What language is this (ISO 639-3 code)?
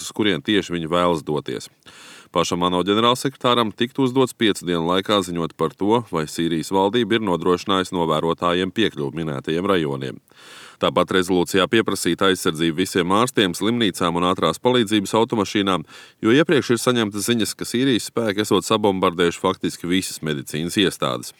lav